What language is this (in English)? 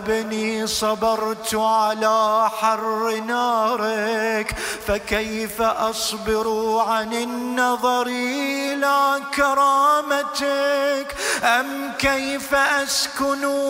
Arabic